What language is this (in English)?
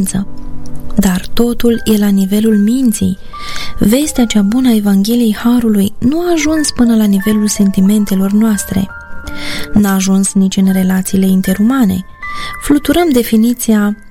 Romanian